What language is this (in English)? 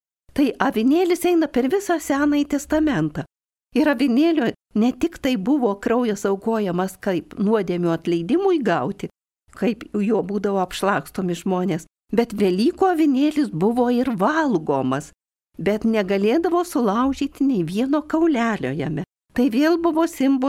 Lithuanian